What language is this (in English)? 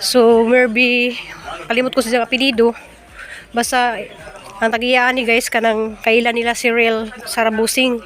Cebuano